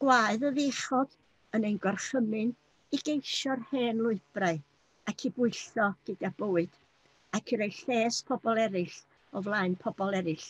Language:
Welsh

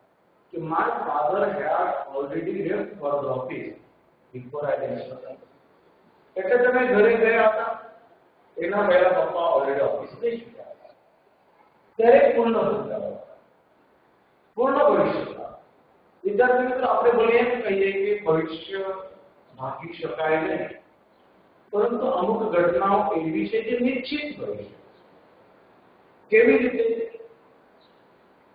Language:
Gujarati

